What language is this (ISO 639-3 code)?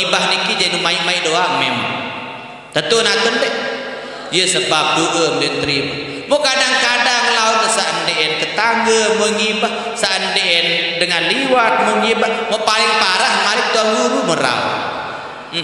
sas